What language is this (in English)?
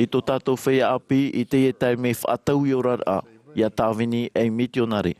Tahitian